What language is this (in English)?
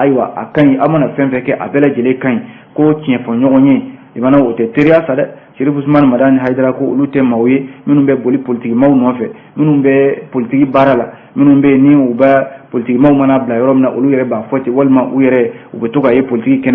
Bambara